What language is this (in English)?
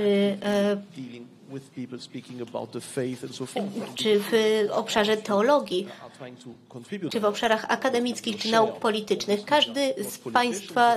Polish